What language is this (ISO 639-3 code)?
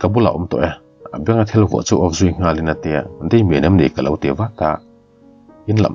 lus